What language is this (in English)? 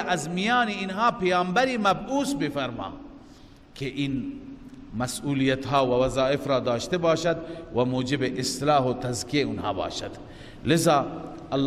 Persian